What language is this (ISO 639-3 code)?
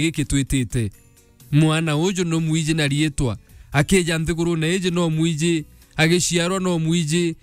mer